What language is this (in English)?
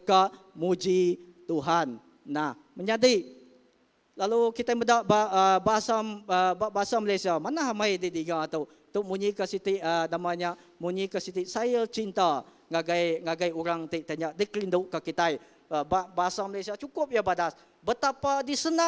Iban